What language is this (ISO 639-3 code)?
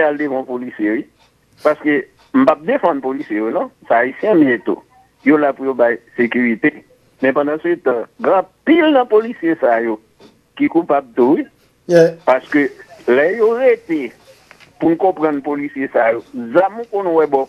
hat